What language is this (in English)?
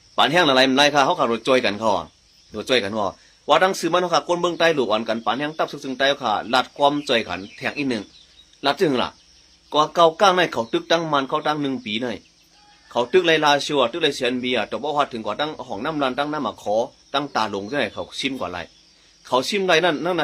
Shan